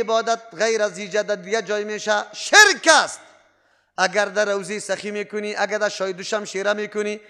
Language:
Persian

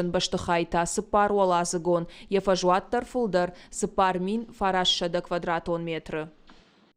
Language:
Ossetic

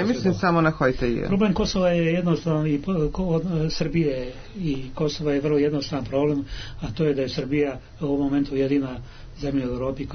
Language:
Serbian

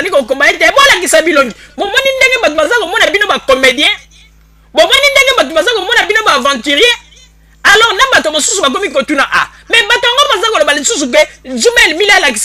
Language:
Lingala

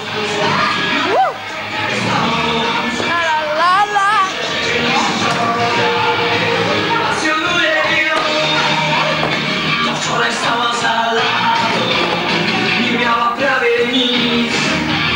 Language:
Polish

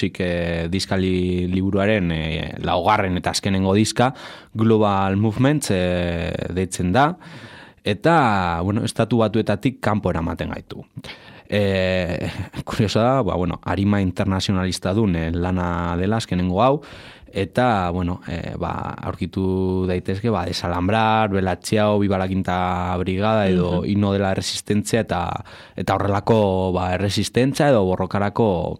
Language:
Basque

